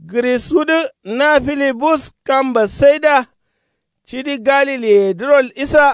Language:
Kanuri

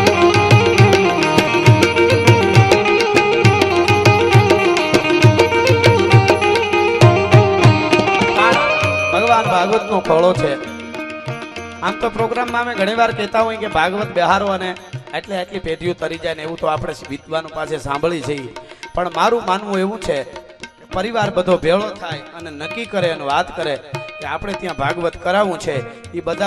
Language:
Gujarati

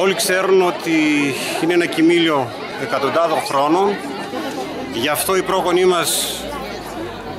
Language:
Greek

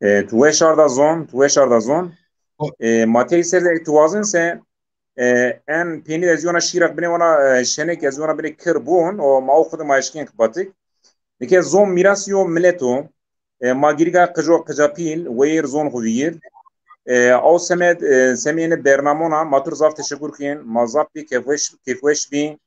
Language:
Zaza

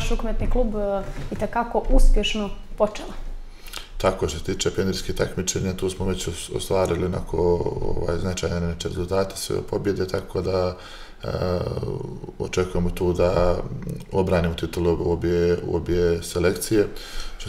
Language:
Bosnian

